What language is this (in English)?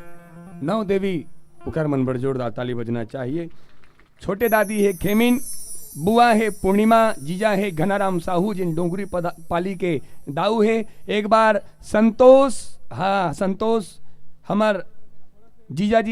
Chhattisgarhi